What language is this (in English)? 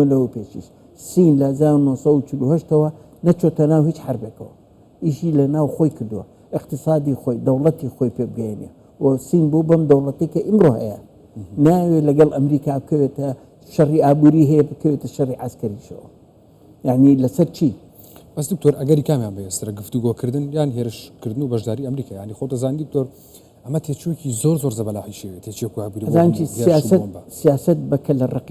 Central Kurdish